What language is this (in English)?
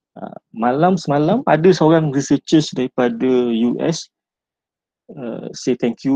Malay